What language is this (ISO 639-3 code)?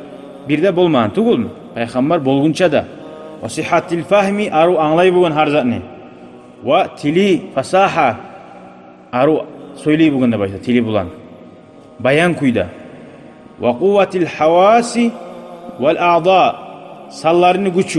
kum